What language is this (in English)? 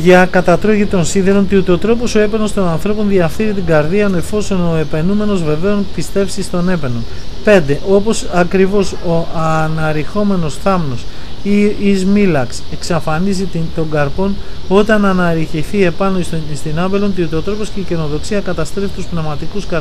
Greek